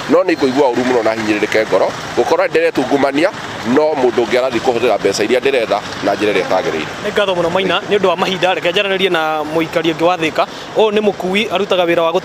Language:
Kikuyu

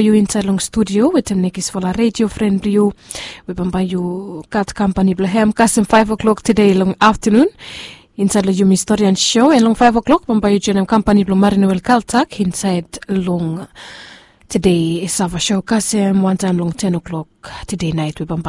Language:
Bislama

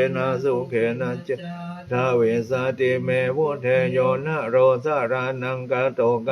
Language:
Pali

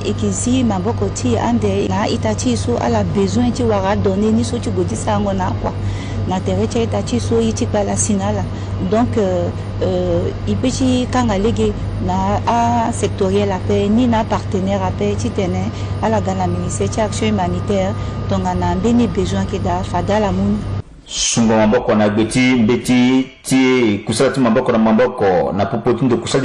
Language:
Sango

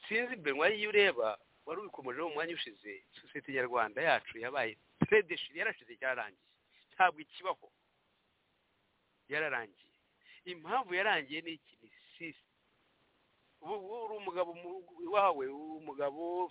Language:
Kinyarwanda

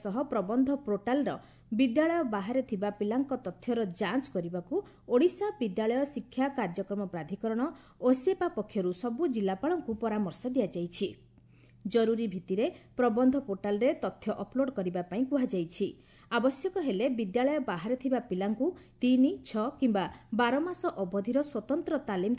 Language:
Odia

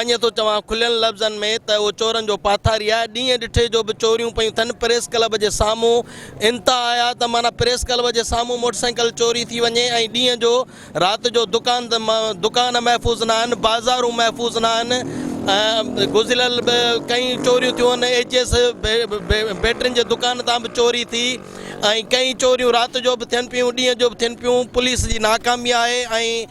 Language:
Sindhi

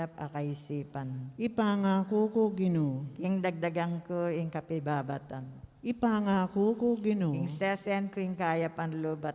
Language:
Pampanga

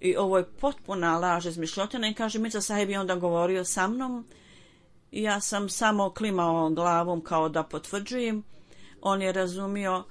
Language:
Bosnian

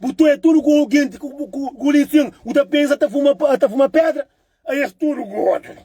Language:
Kabuverdianu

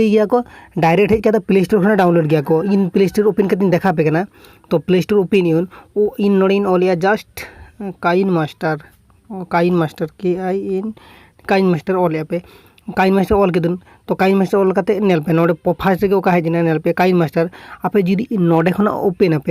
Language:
Santali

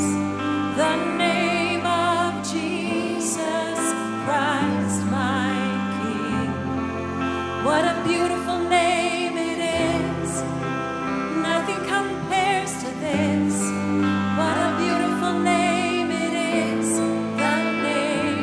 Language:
English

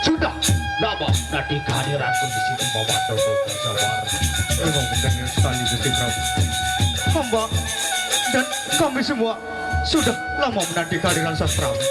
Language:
Sasak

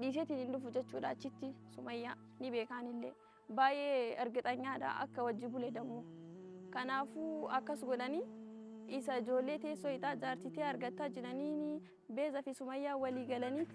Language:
Oromo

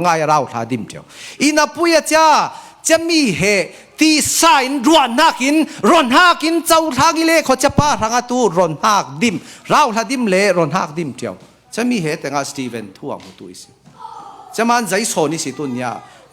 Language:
Falam Chin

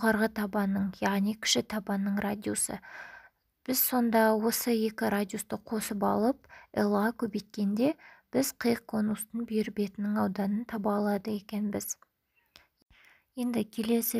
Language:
Kazakh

